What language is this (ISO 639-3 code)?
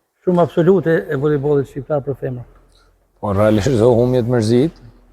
sqi